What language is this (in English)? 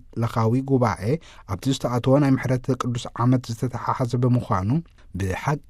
Tigrinya